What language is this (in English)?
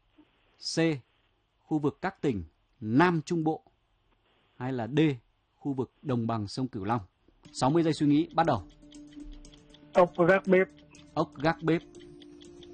Vietnamese